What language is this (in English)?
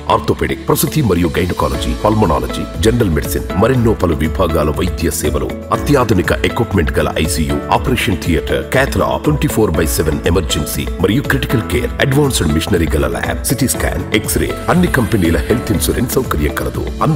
Telugu